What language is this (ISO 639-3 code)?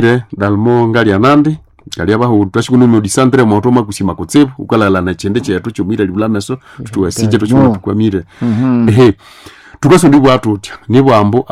nnb